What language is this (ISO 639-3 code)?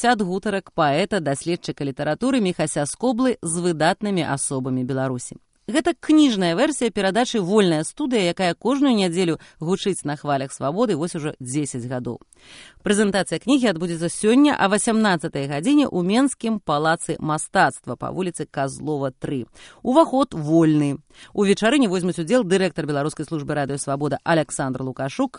bel